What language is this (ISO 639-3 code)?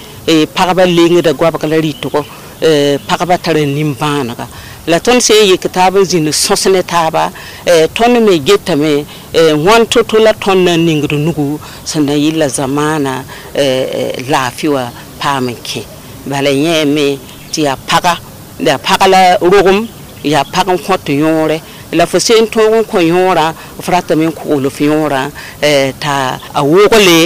mos